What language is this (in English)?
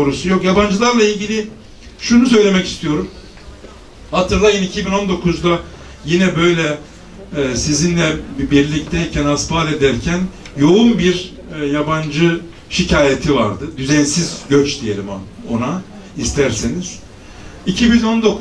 Turkish